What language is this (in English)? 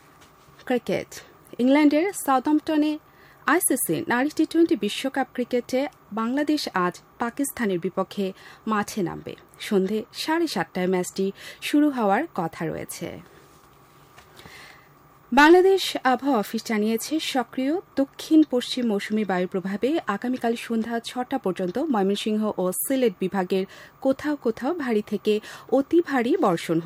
Bangla